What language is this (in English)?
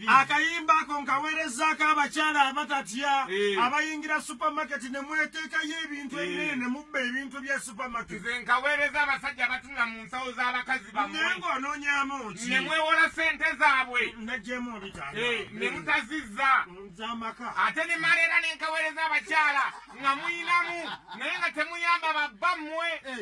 Ganda